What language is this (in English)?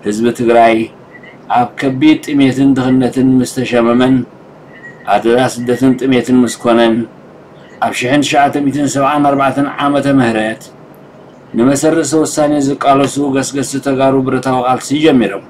Tigrinya